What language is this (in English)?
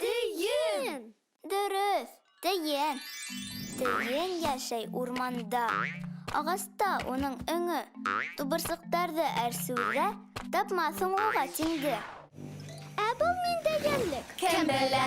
Bashkir